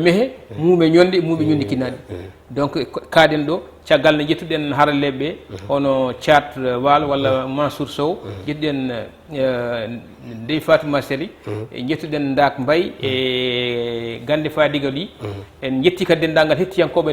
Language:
Fula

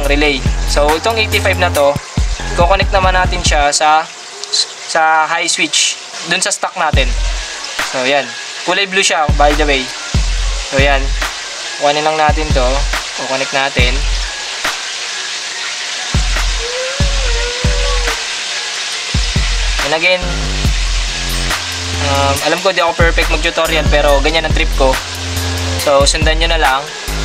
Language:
Filipino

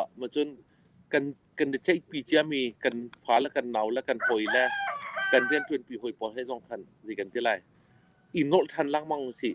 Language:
Hakha Chin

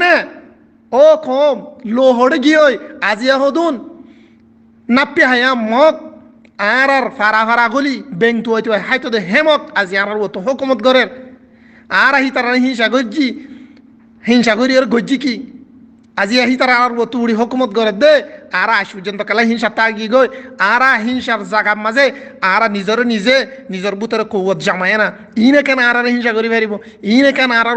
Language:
Rohingya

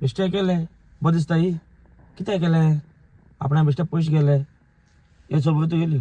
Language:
Konkani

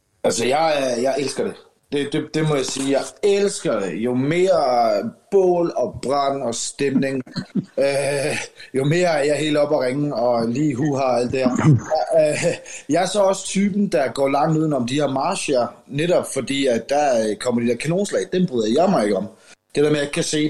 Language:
Danish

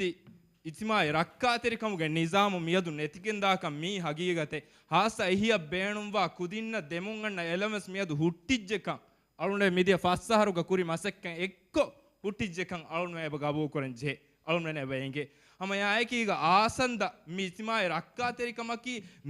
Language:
Divehi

